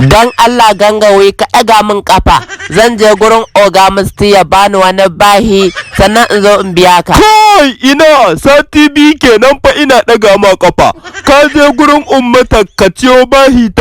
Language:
Hausa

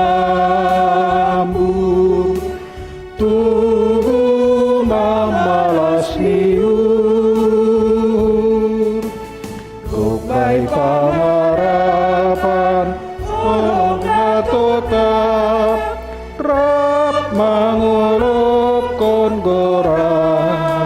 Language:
Batak Simalungun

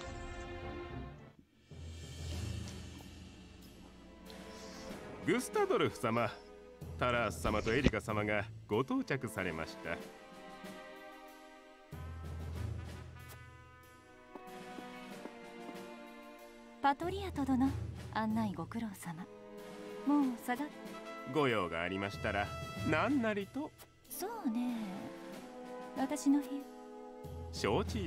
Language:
Japanese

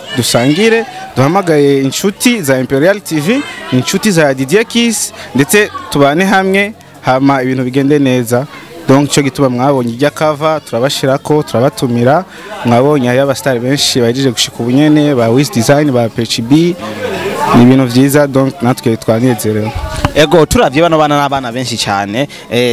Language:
Rundi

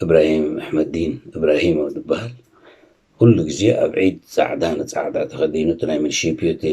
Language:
Tigrinya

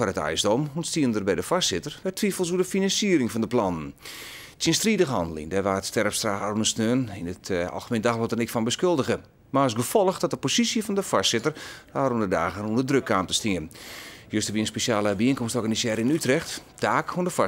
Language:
Western Frisian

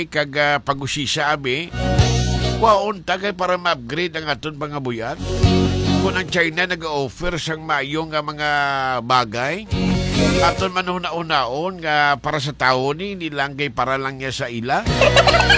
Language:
Hiligaynon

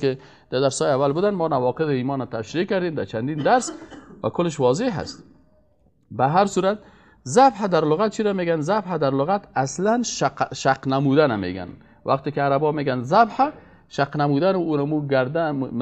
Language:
Persian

